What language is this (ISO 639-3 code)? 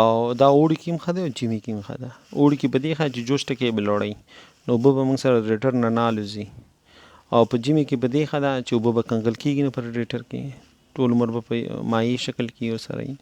pus